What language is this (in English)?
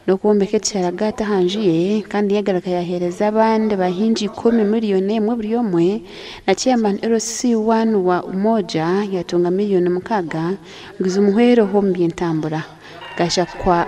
Nyankole